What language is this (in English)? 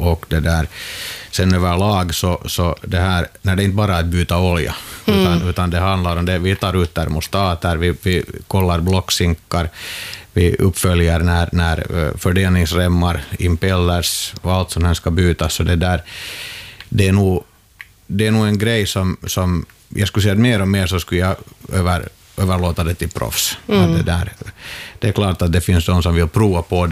Swedish